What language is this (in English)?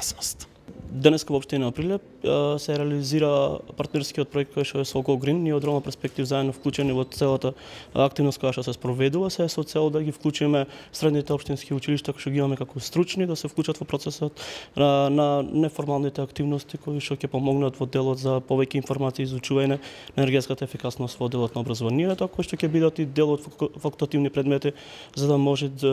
Macedonian